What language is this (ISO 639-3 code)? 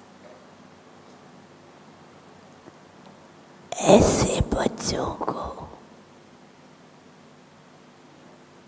hin